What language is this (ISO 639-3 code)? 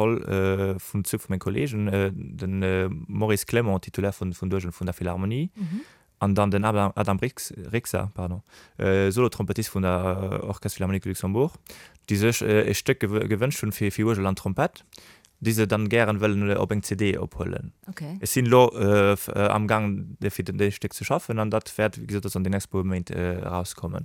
ltz